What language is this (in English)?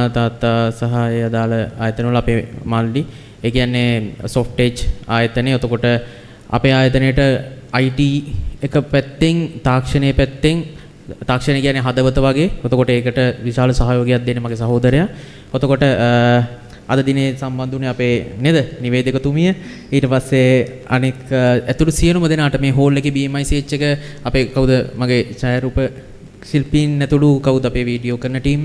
Sinhala